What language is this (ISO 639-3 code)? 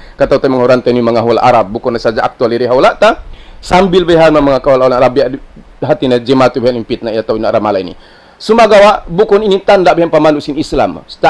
tsg